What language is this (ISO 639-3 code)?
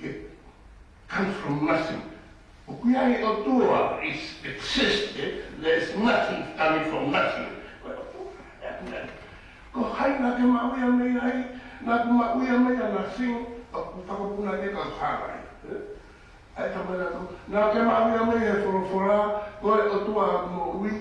ton